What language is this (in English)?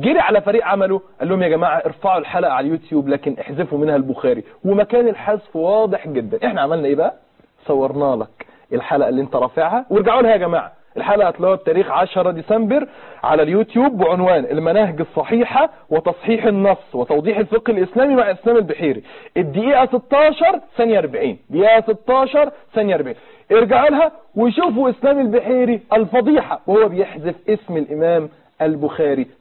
Egyptian Arabic